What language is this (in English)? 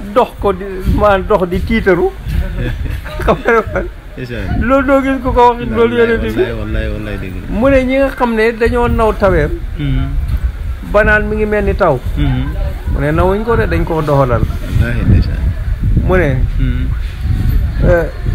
Wolof